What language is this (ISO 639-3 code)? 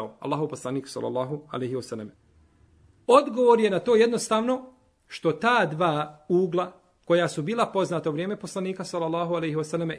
bos